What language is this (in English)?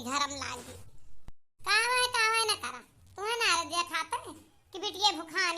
Awadhi